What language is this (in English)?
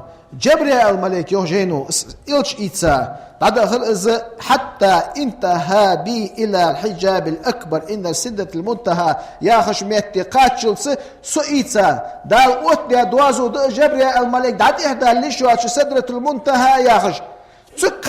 Ingush